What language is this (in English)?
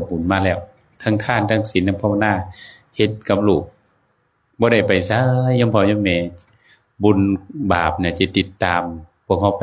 Northeastern Thai